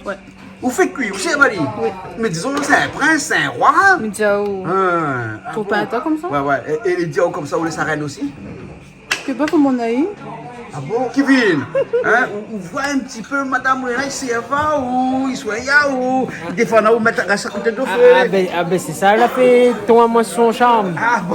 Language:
Réunion Creole French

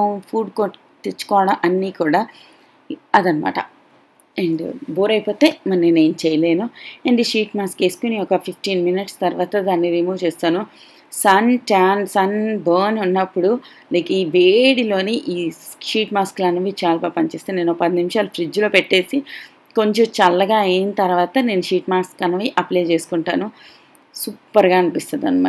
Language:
Telugu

